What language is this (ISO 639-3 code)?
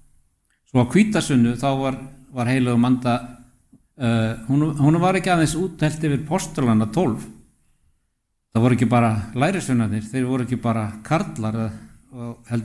isl